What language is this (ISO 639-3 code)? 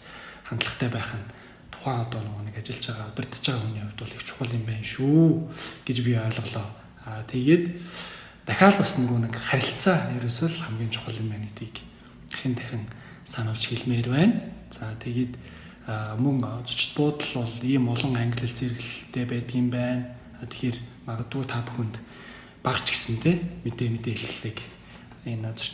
mon